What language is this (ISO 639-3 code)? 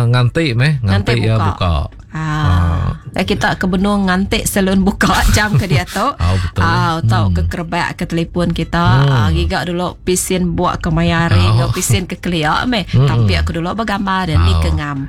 iba